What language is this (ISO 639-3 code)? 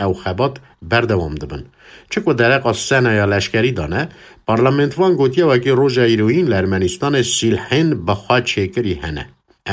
kur